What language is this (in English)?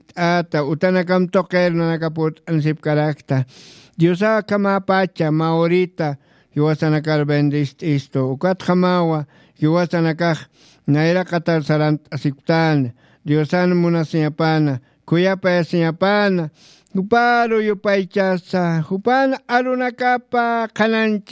Aymara